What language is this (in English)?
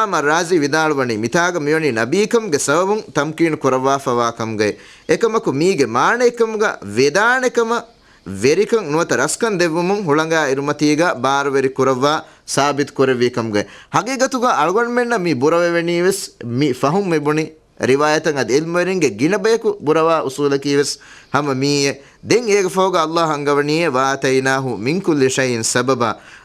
Divehi